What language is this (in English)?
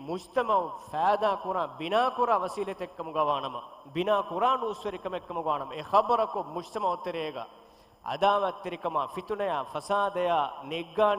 Divehi